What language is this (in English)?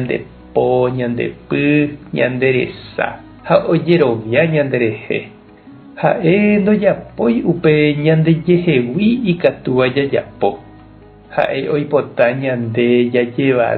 Guarani